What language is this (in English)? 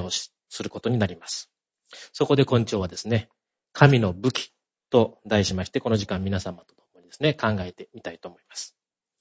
Japanese